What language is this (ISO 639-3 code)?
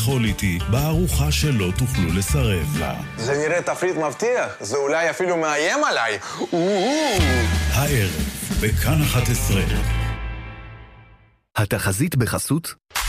heb